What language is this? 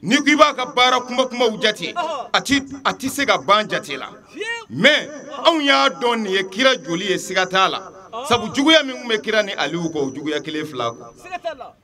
Bambara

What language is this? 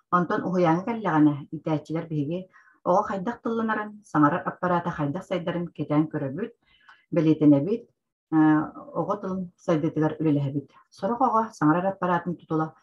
Yakut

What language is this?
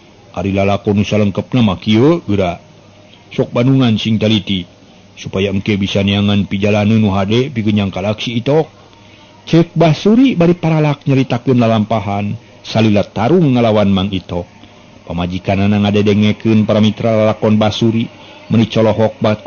Sundanese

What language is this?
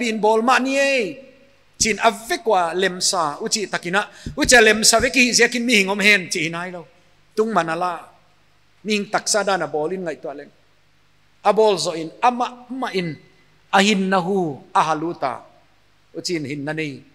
Paite Chin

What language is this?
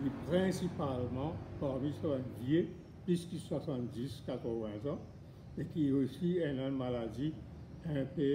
Morisyen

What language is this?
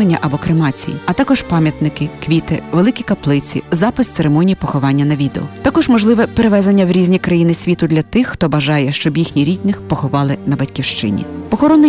Ukrainian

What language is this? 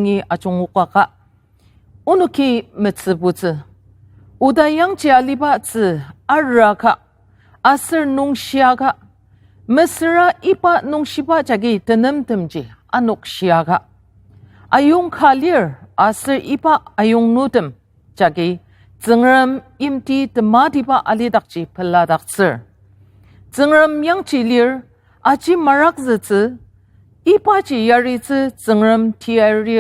Ao Naga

